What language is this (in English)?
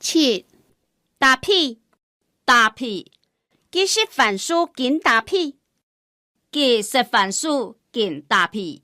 Hakka Chinese